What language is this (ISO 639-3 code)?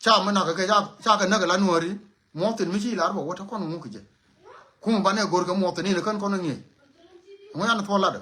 nus